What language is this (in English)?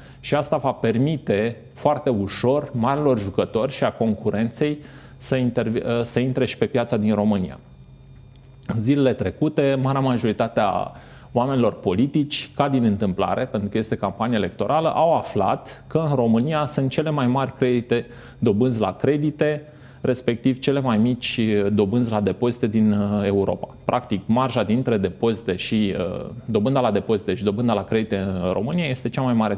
Romanian